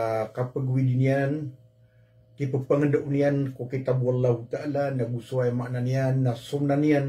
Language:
Maranao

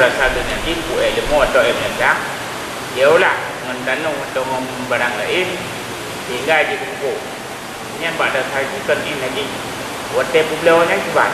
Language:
Achinese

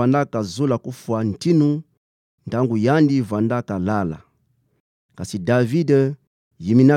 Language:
Kituba (Democratic Republic of Congo)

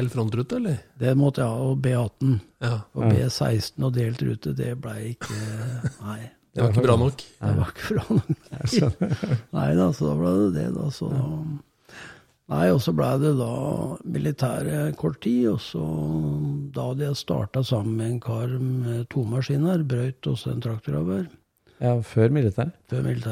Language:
Norwegian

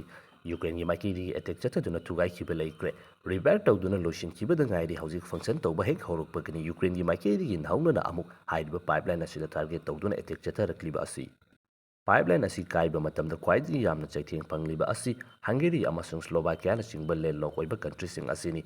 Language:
Manipuri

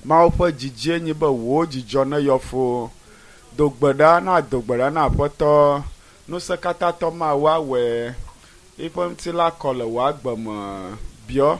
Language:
Ewe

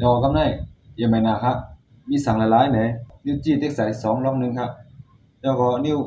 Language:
Shan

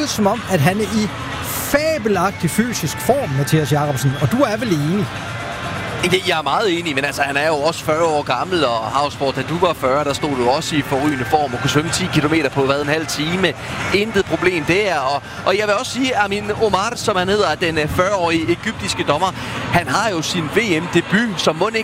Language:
Danish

